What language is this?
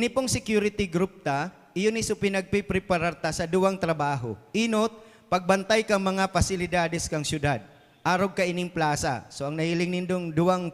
Bikol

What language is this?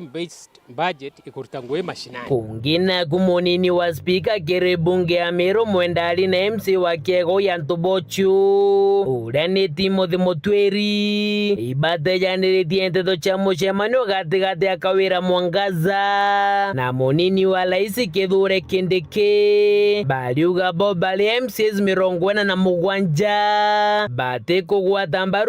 Meru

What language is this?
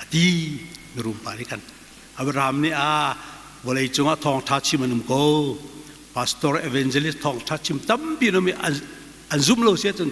Hakha Chin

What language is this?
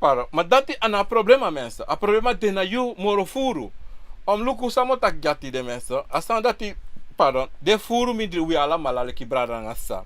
Sranan Tongo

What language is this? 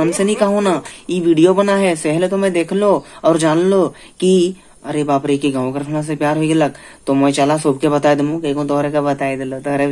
Sadri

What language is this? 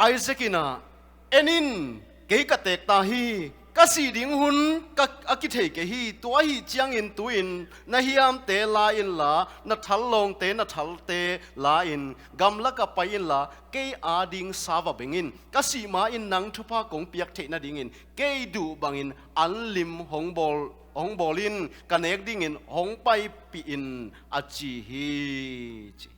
Tedim Chin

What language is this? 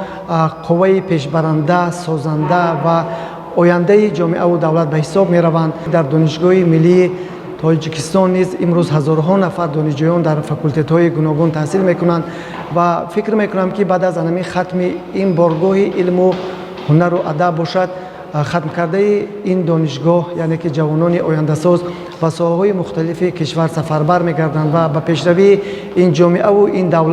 Tajik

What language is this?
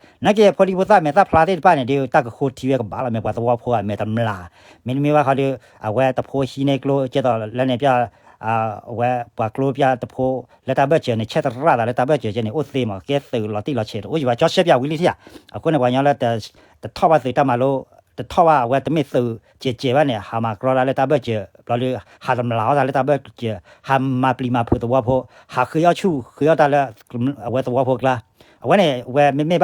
S'gaw Karen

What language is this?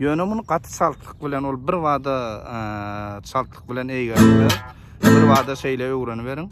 Turkmen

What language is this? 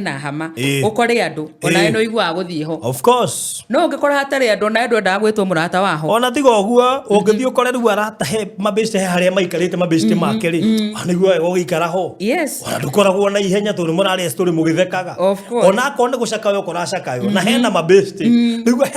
Kikuyu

